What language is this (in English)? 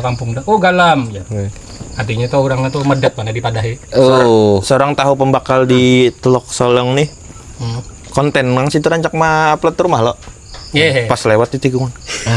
Banjar